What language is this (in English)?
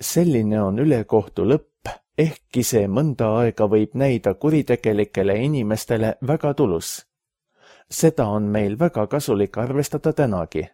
Estonian